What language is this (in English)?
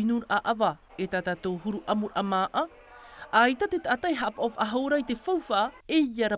Tahitian